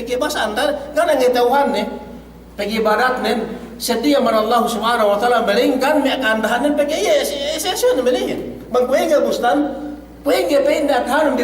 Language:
Yakan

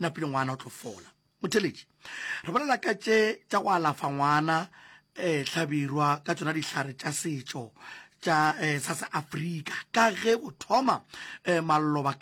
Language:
Northern Sotho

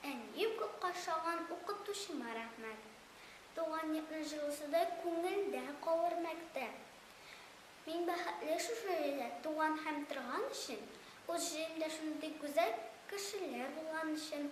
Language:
Tatar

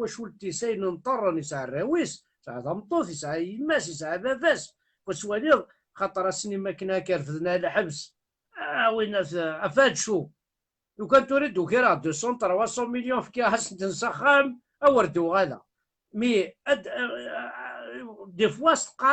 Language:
Kabyle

